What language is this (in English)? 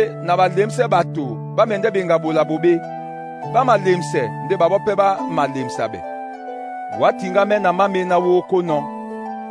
Duala